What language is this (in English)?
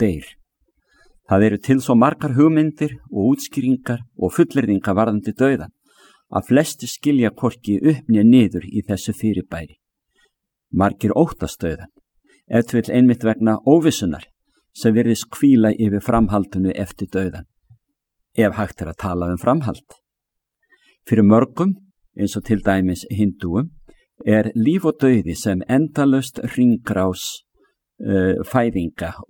Icelandic